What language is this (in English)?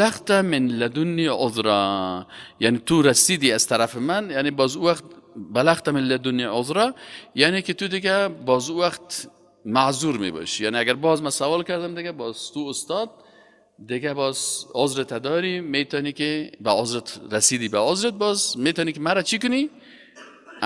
Persian